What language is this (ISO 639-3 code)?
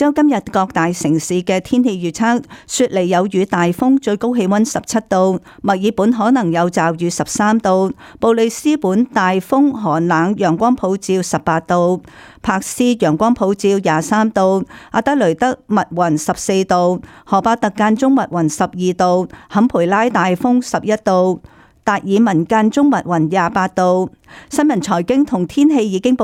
yue